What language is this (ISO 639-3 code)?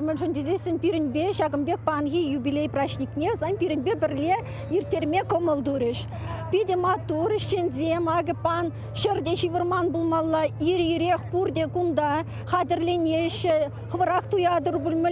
chv